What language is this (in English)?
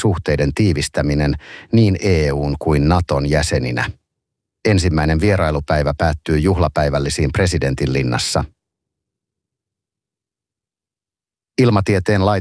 Finnish